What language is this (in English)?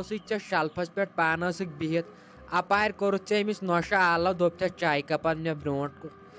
Kashmiri